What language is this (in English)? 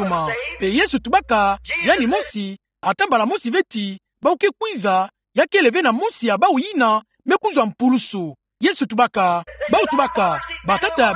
Kituba (Democratic Republic of Congo)